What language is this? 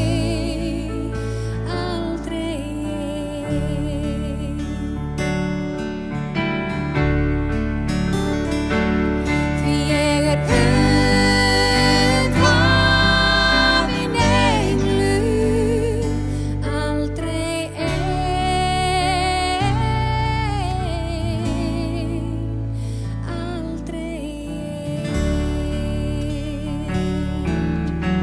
Icelandic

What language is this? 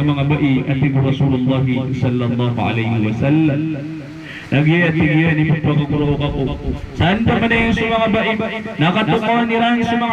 Maranao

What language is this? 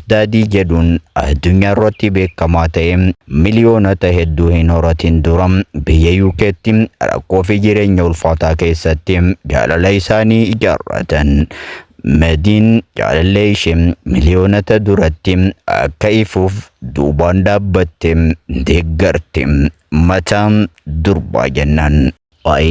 Oromo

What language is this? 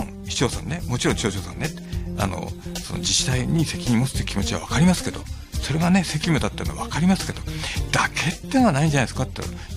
Japanese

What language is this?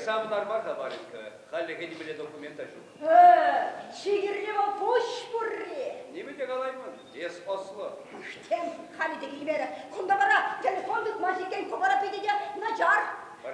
Chuvash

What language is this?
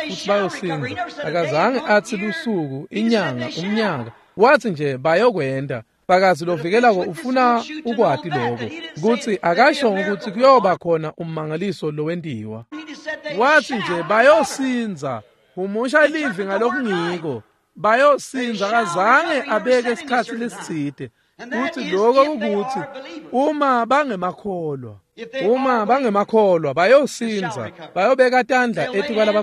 Swati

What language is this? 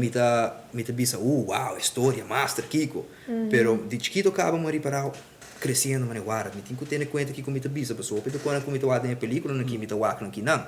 Papiamento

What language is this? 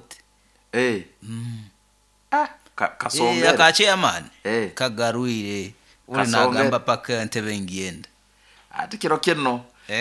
Nyoro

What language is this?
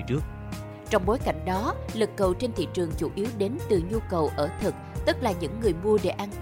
Vietnamese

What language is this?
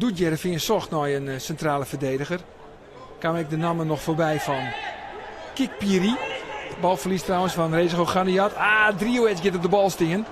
Western Frisian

